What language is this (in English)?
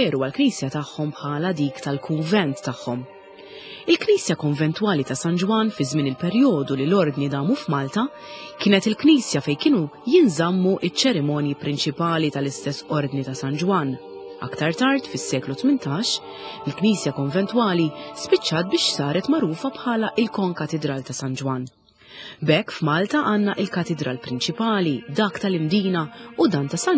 Maltese